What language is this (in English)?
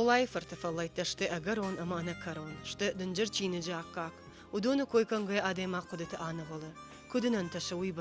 Ossetic